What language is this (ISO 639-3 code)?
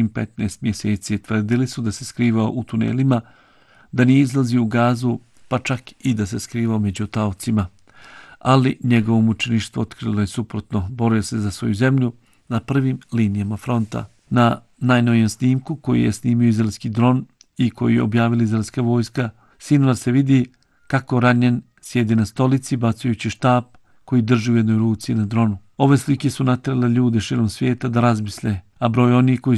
bos